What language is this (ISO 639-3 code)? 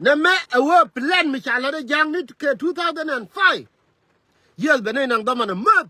nus